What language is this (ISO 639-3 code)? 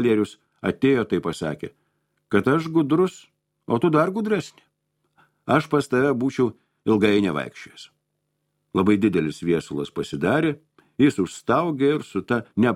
lit